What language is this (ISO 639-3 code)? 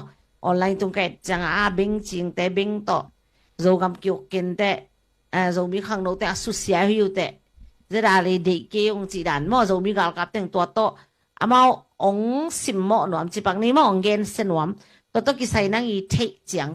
ctd